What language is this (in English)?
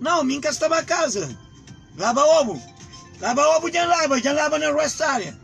Kabuverdianu